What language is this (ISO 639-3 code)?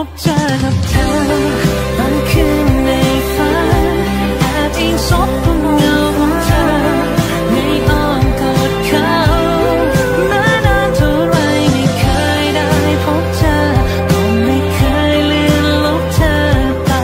tha